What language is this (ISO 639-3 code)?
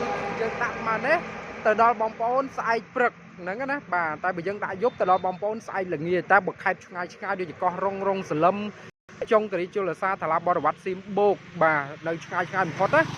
khm